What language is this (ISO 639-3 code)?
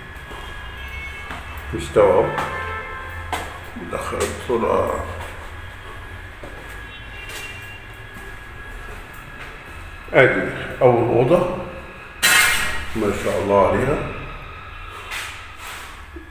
arz